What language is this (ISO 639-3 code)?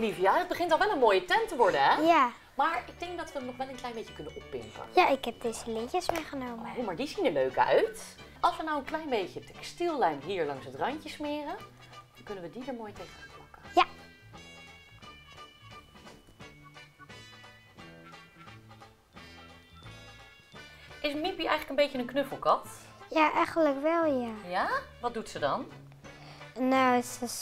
nld